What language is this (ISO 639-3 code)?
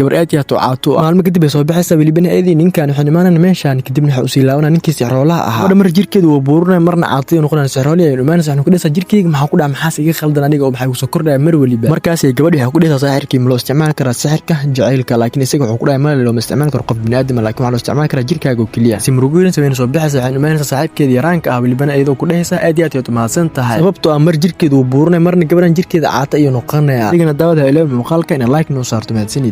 som